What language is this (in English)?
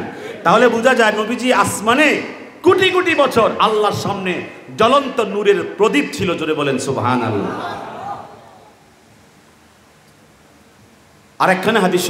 Bangla